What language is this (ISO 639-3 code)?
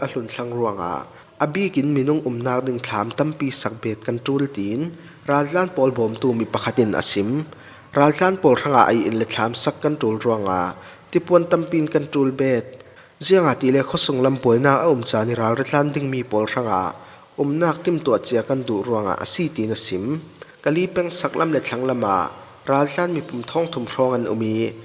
cfm